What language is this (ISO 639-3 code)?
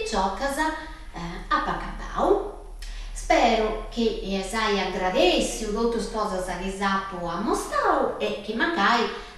srd